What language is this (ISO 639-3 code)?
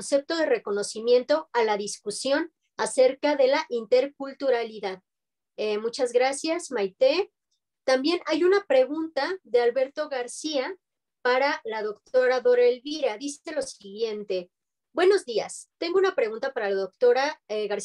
spa